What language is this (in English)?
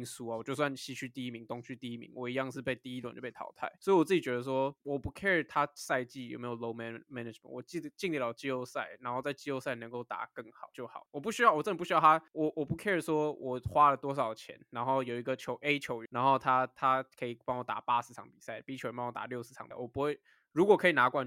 Chinese